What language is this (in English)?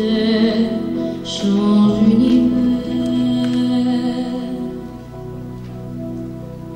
French